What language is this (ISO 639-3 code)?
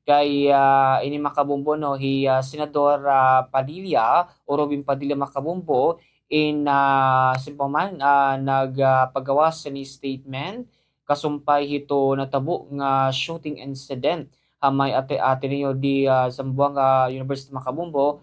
war